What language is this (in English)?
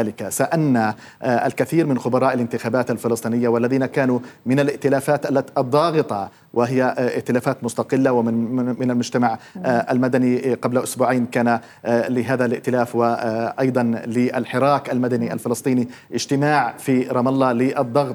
Arabic